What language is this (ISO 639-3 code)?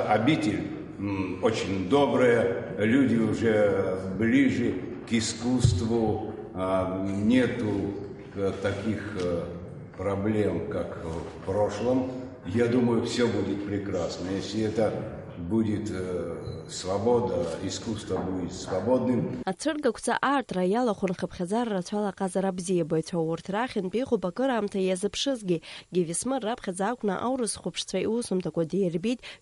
abk